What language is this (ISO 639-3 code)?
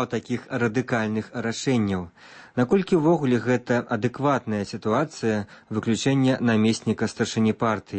bel